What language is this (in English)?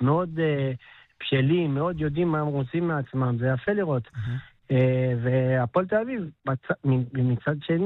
Hebrew